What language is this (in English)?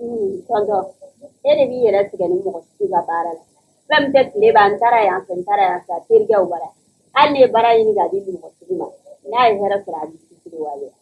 Bambara